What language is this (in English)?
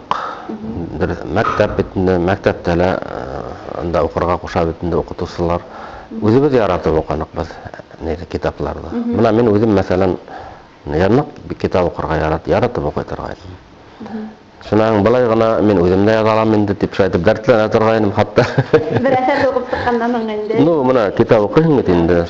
Bashkir